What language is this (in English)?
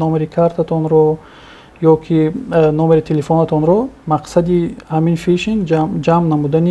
Tajik